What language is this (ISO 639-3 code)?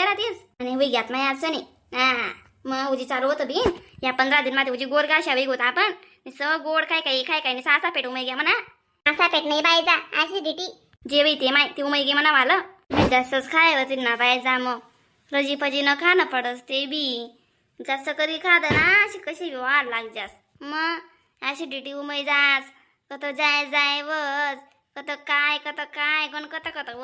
khn